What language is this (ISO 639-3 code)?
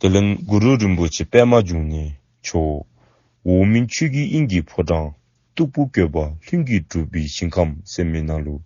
dzo